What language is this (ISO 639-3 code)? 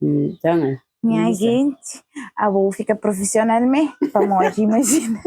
kea